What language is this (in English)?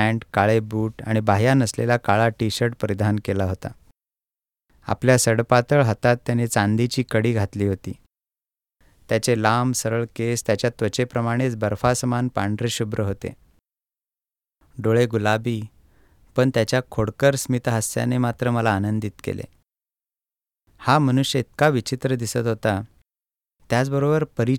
Marathi